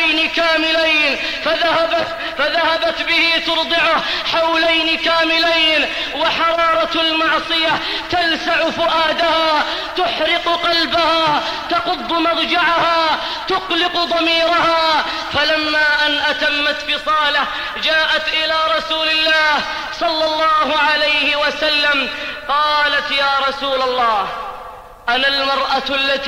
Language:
Arabic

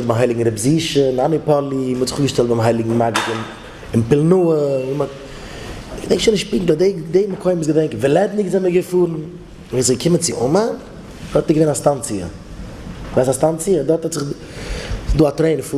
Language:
Yiddish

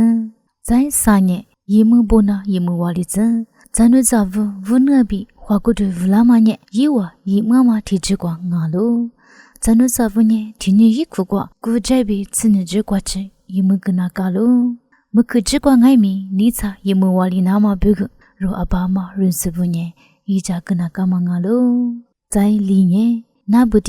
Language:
Lisu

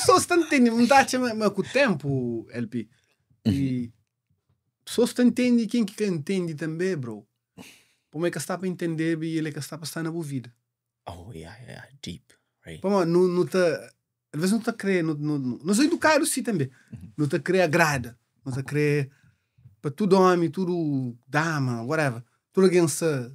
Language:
Kabuverdianu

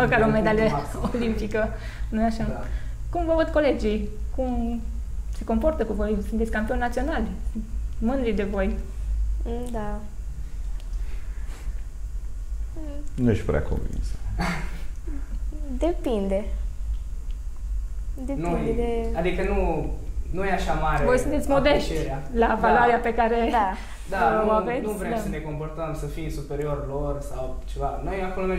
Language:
Romanian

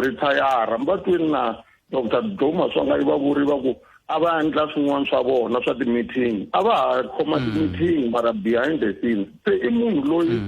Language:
Tsonga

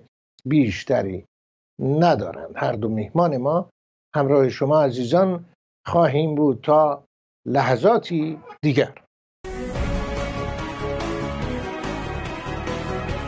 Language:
Persian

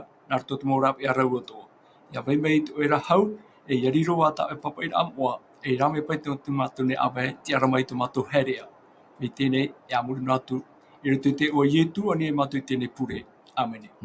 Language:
Tahitian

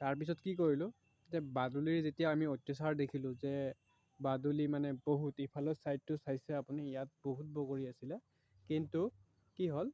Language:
Assamese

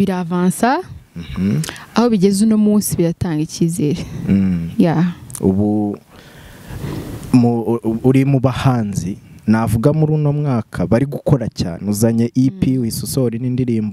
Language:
Kinyarwanda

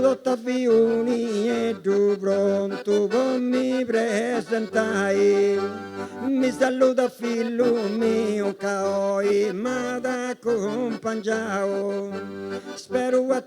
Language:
Sardinian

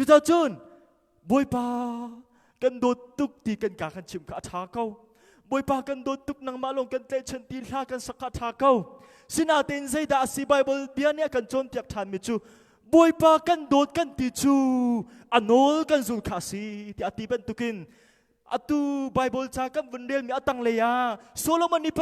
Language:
Hakha Chin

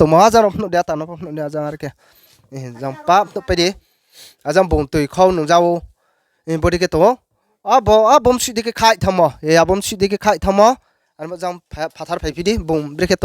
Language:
Riang (India)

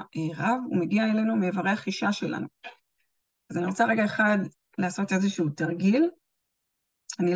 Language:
Hebrew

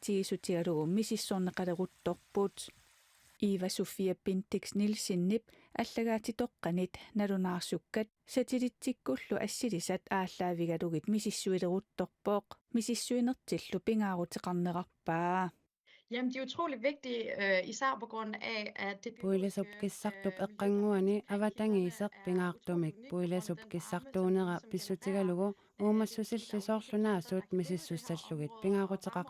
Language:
Kalaallisut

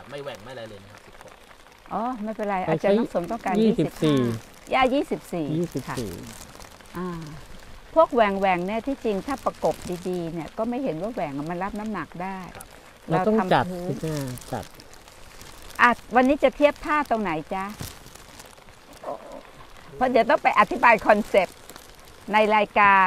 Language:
Thai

